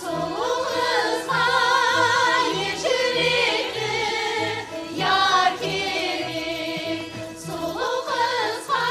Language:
Kara-Kalpak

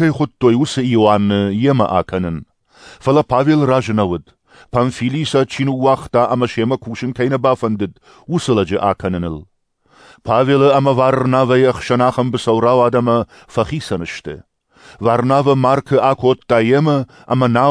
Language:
Ossetic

